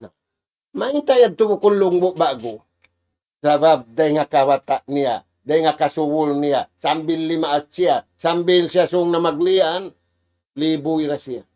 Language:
Tausug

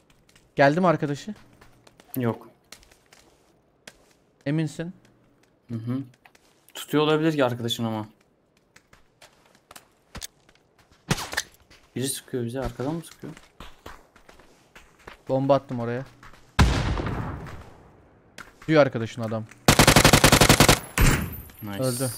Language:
Turkish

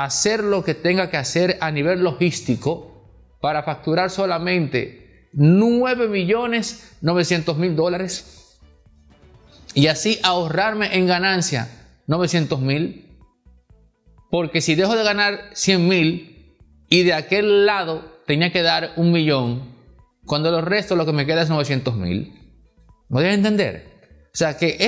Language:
Spanish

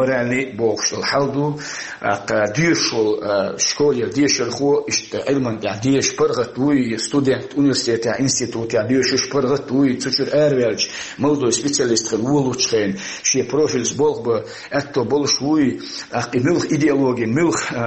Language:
Chechen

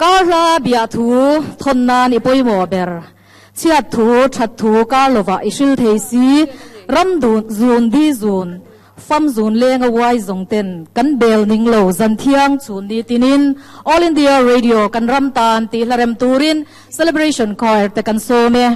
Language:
Mizo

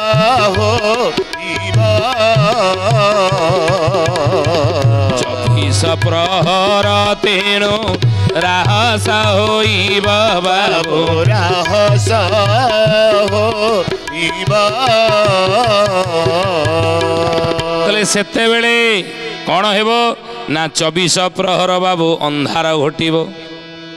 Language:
Odia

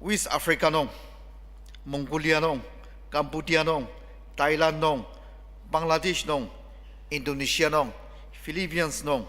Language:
Ao Naga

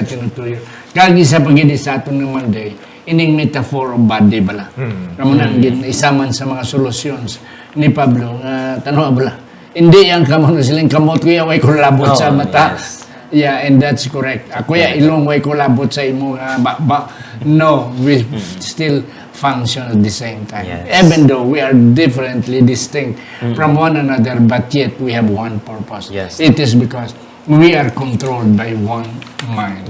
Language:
Hiligaynon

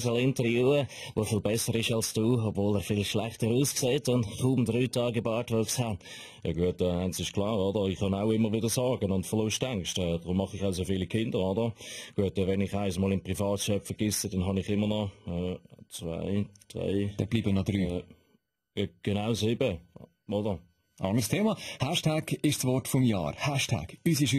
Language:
Swiss German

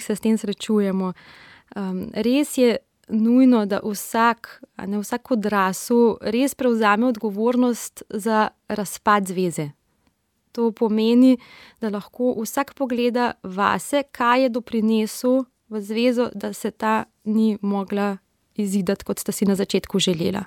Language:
Slovenian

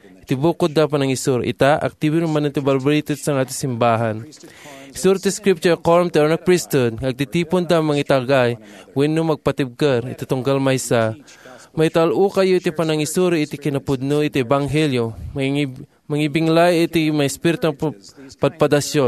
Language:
Iloko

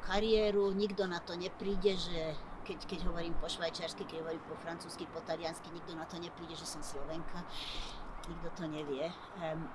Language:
Slovak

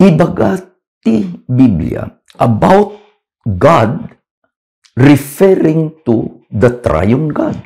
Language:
Iloko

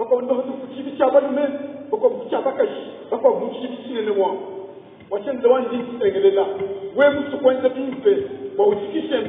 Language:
Luba-Lulua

